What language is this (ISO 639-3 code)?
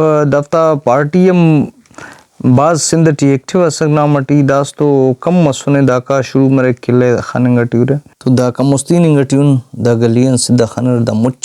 brh